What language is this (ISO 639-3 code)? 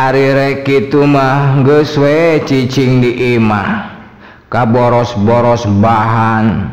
sun